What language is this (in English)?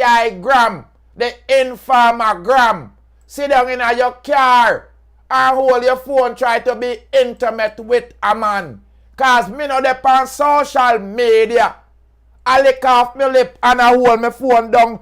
Jamaican Creole English